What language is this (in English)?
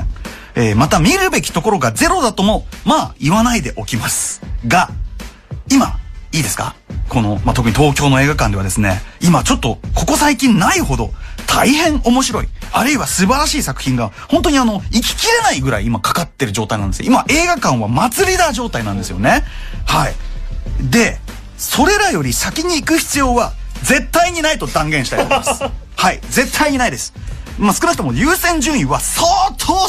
Japanese